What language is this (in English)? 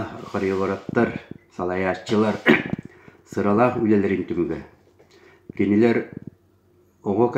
Yakut